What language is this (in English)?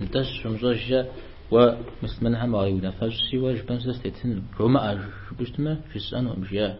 Kabardian